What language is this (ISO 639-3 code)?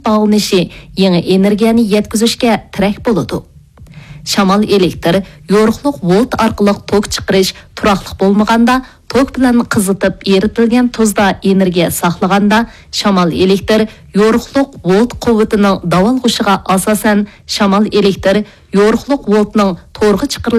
uig